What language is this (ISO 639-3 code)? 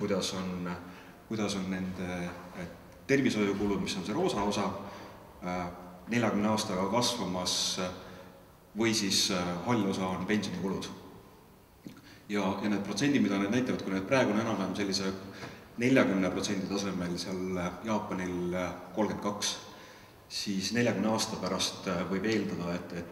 est